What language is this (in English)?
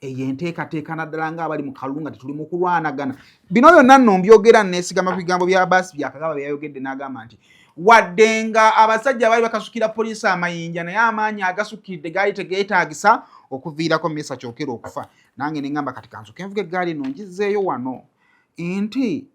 Ganda